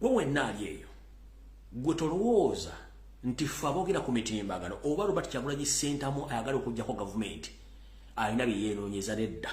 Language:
Ganda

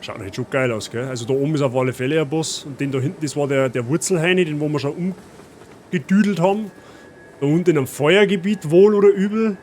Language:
Bavarian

